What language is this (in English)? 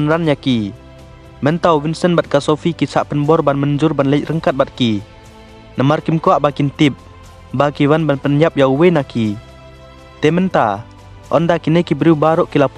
Khasi